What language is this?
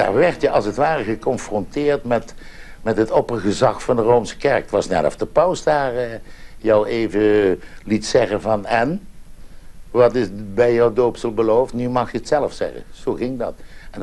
Dutch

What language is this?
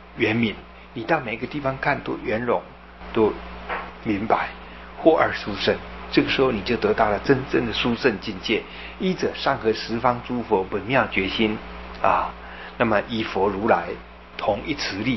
Chinese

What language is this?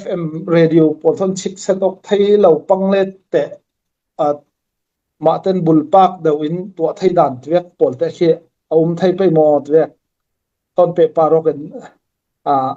Falam Chin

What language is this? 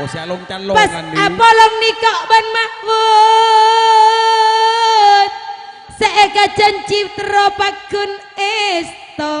Madurese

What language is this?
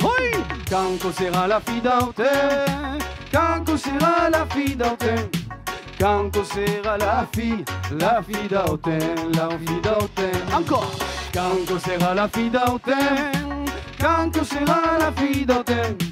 Occitan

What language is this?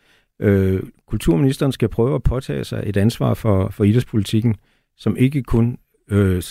Danish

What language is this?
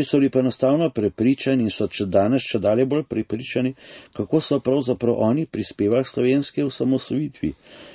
Slovenian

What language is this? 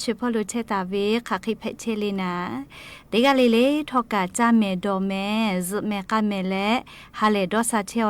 Lahu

